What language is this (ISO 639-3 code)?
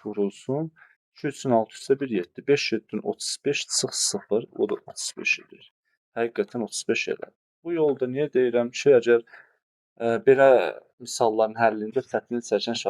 aze